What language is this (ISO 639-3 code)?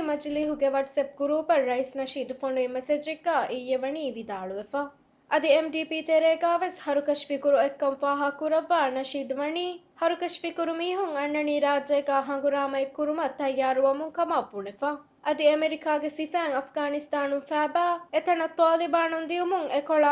div